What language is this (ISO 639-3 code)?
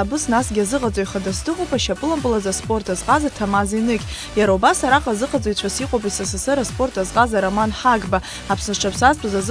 abk